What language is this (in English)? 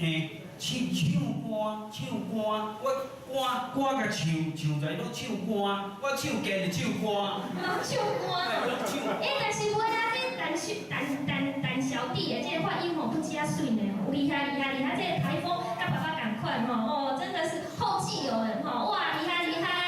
Min Nan Chinese